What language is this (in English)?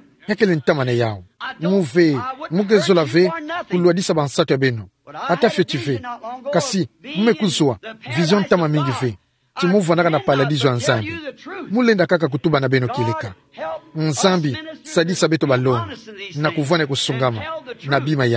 Kituba (Democratic Republic of Congo)